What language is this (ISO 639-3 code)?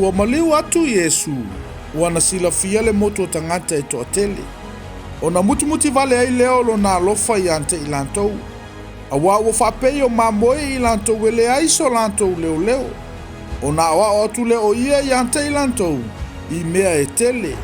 smo